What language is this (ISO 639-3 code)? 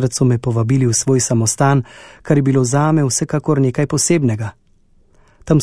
slv